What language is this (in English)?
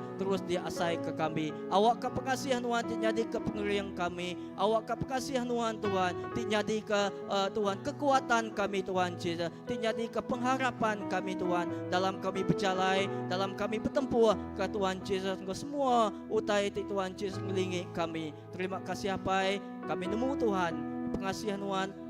Iban